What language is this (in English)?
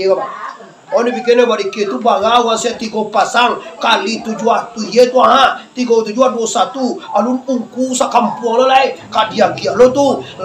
Minangkabau